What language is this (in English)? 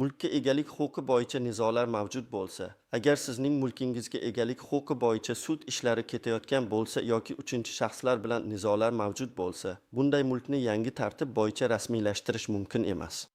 Uzbek